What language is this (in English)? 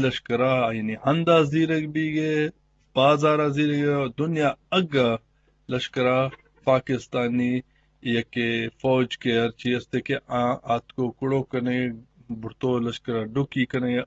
Eastern Balochi